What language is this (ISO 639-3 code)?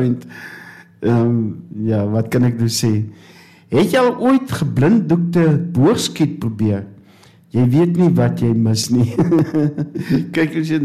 afr